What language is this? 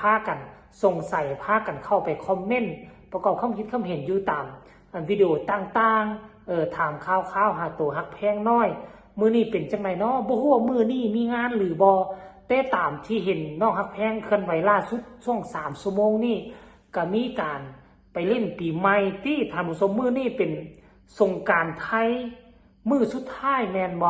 Northeastern Thai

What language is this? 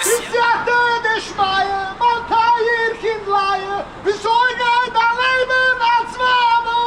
Yiddish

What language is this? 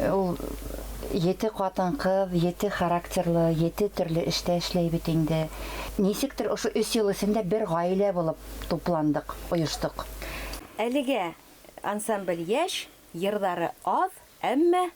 Bashkir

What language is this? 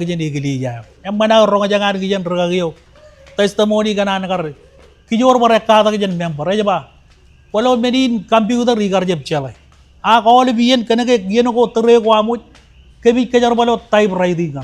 Marshallese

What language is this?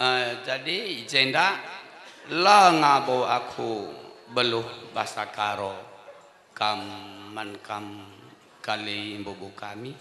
Batak Karo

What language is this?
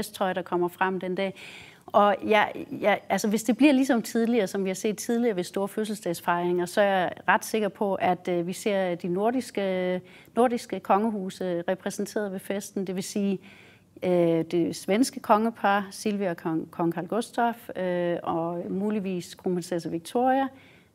Danish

